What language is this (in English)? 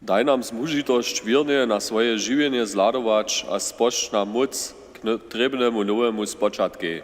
Upper Sorbian